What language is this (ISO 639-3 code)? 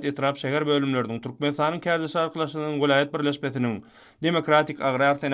tuk